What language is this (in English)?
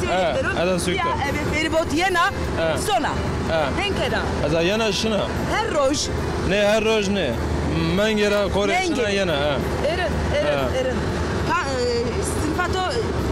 Zaza